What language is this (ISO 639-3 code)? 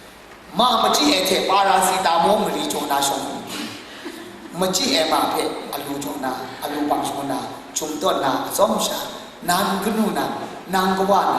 kac